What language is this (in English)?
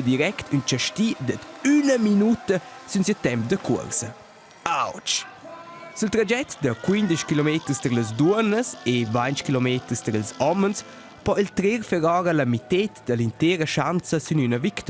Romansh